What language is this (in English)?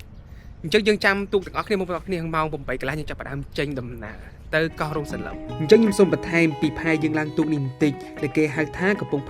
Khmer